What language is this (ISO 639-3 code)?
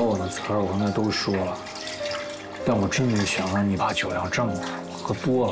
zho